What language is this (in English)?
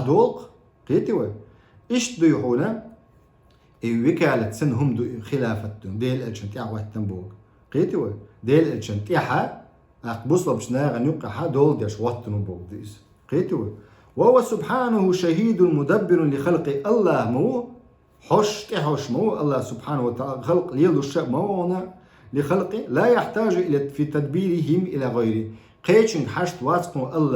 Chechen